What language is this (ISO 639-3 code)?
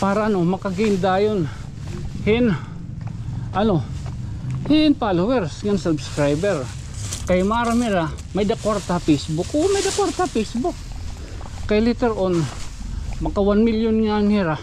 war